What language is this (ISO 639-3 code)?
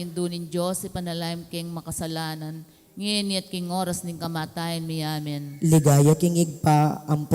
pam